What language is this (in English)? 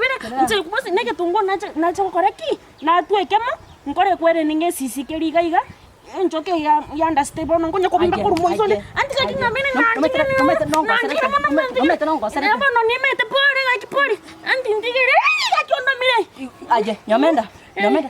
Gusii